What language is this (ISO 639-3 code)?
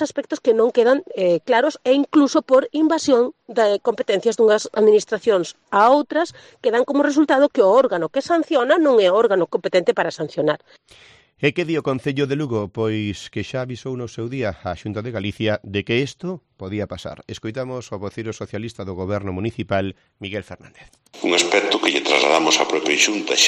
glg